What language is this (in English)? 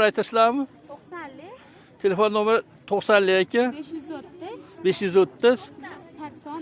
Uzbek